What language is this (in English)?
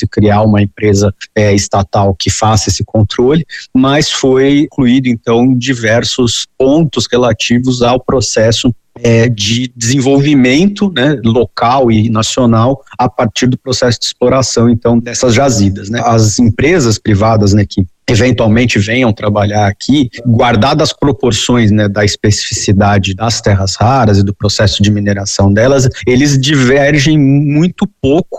Portuguese